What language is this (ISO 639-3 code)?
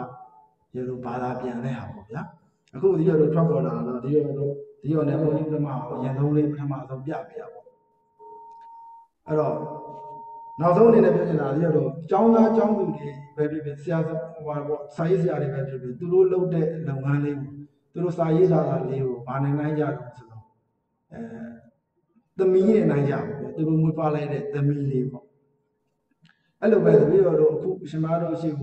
mya